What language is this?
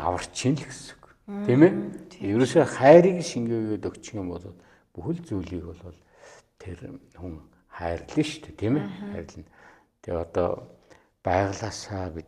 Mongolian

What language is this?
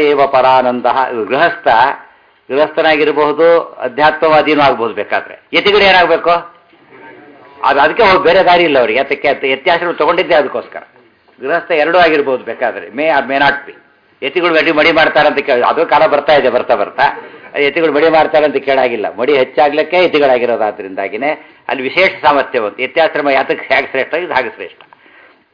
Kannada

